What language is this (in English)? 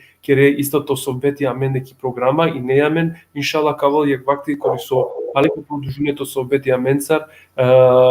Balkan Romani